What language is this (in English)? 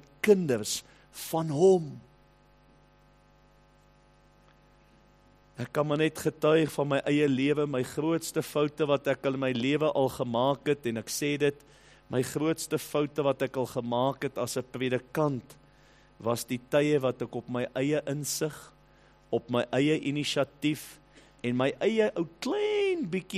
Afrikaans